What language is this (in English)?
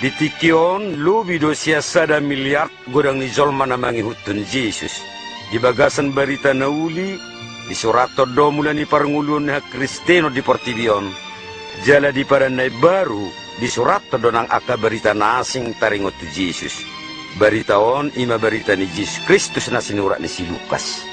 Batak Toba